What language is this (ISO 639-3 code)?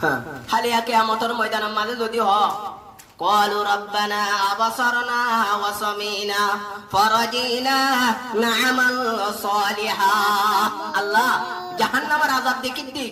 rhg